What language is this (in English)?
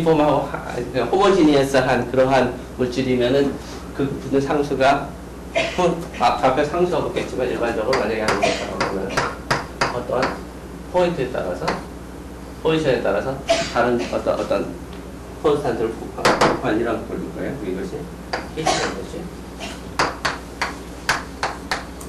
Korean